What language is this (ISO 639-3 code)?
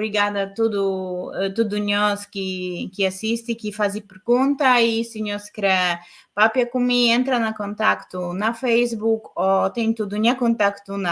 kea